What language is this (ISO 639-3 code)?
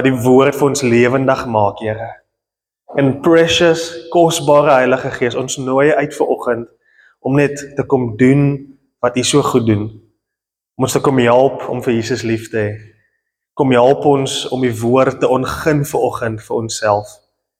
afr